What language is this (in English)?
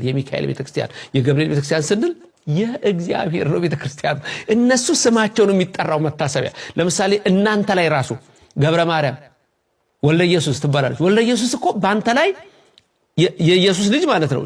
Amharic